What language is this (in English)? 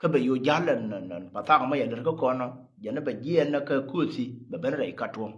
Nuer